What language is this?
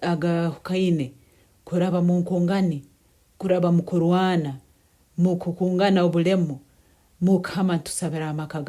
Nyankole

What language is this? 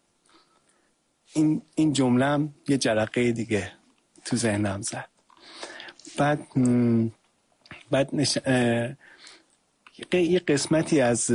Persian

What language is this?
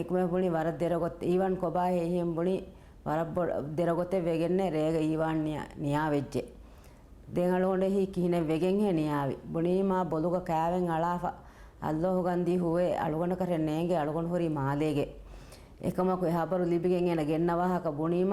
Divehi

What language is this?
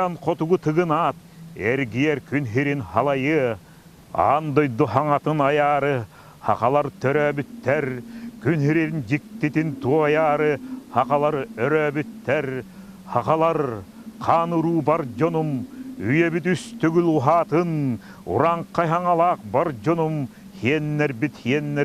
Yakut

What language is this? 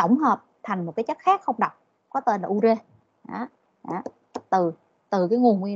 Vietnamese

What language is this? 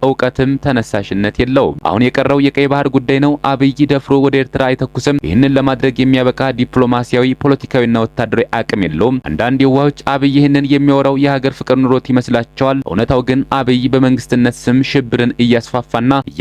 Amharic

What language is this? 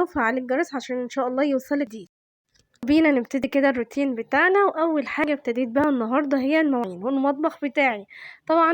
Egyptian Arabic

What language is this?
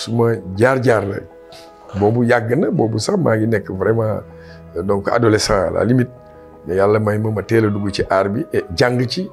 Wolof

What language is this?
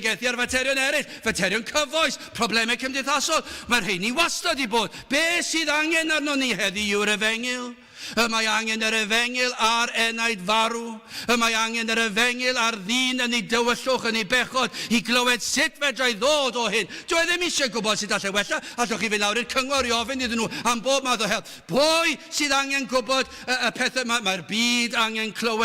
Welsh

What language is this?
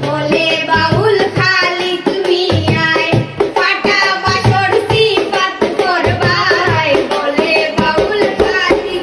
Sylheti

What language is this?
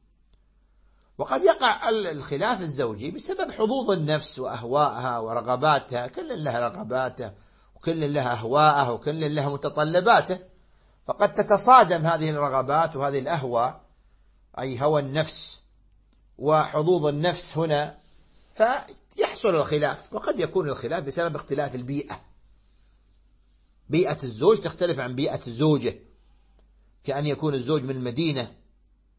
Arabic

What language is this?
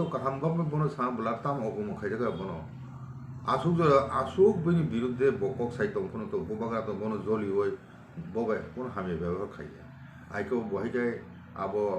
Kok Borok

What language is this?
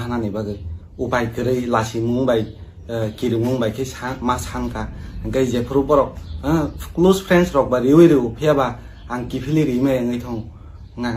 Kok Borok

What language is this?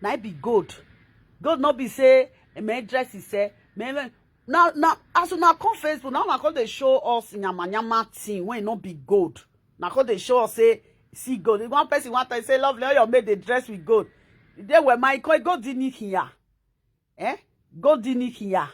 Nigerian Pidgin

